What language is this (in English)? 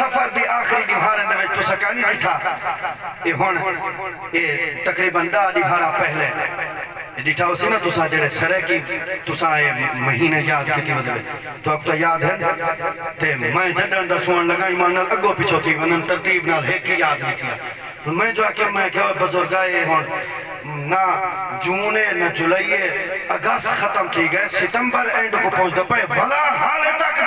Saraiki